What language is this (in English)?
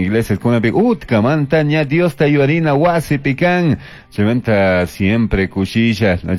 Chimborazo Highland Quichua